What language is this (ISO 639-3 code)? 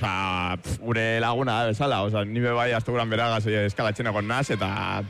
eus